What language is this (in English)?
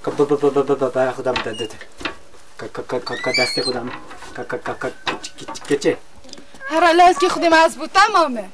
Kurdish